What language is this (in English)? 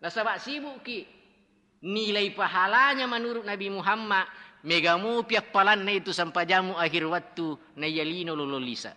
Buginese